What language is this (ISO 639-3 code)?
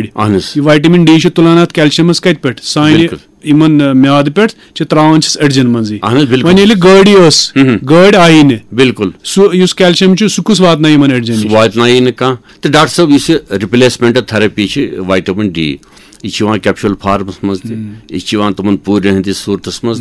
kas